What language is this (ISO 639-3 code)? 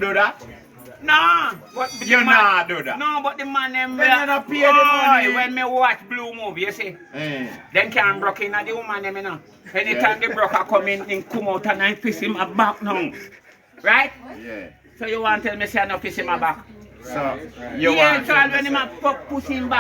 jam